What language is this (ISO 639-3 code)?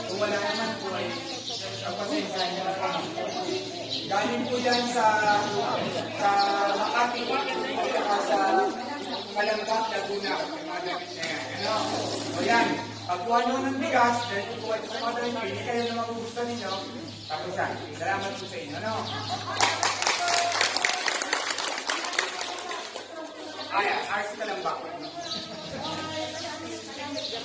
fil